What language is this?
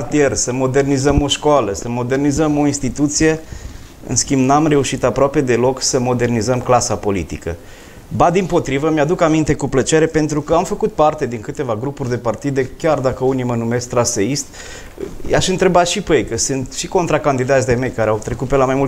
Romanian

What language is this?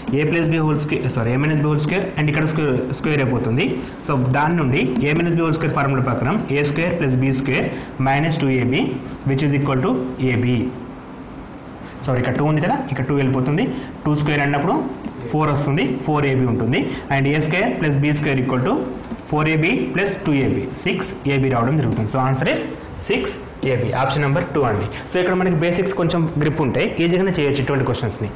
Telugu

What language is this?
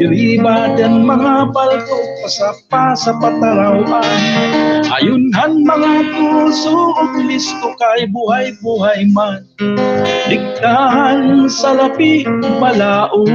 Waray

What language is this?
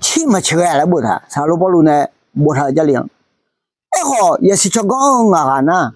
Akha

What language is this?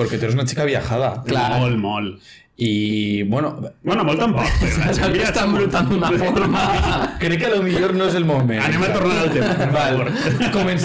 Catalan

